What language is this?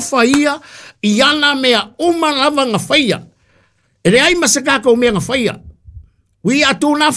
Samoan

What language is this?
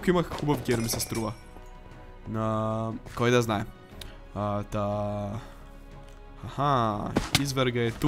Bulgarian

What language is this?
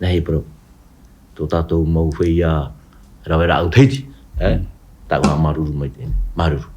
Tahitian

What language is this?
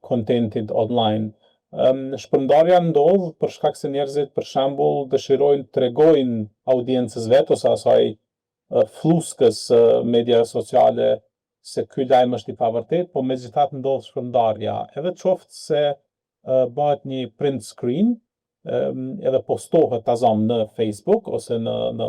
Albanian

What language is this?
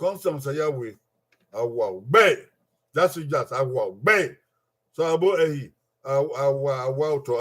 Bini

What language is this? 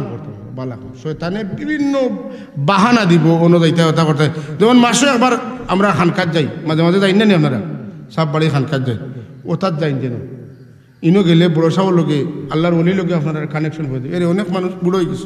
Sylheti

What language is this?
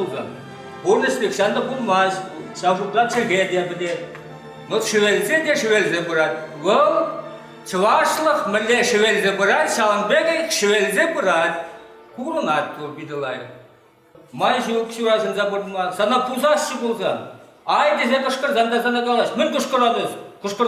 Chuvash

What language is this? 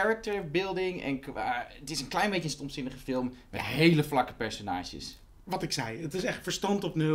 Dutch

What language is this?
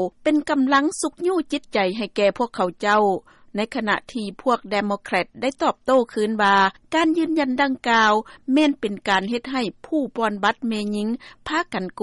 Lao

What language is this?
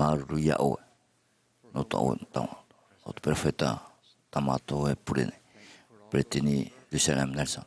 Tahitian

